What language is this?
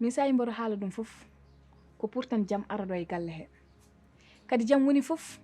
Fula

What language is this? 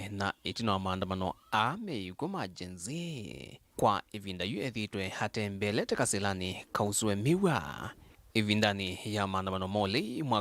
Kamba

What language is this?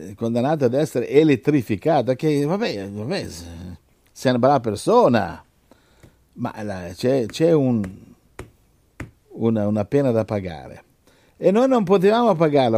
Italian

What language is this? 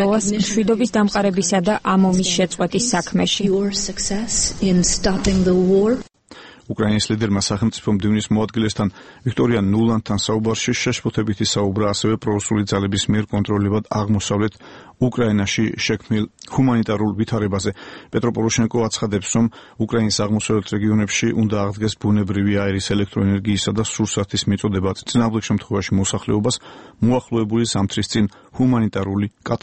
Georgian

